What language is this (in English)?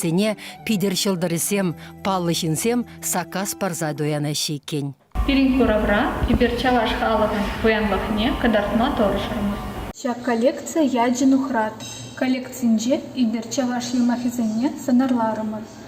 Chuvash